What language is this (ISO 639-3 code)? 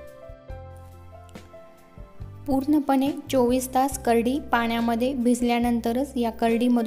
mar